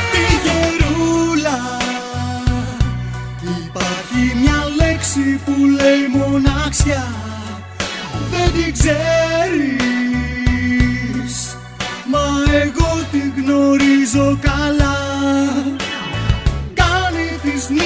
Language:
Greek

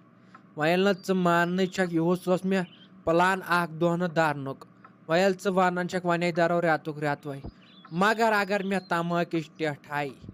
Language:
Kashmiri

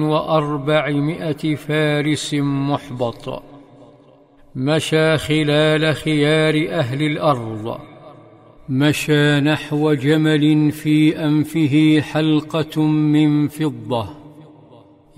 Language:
Arabic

